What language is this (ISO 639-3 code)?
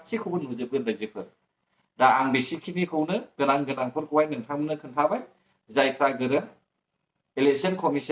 brx